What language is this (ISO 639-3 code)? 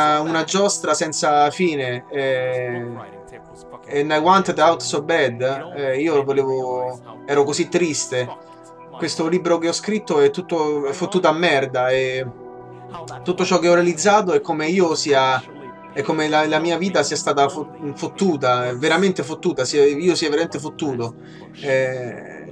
ita